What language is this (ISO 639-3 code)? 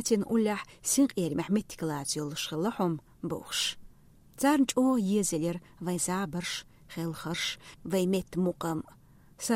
che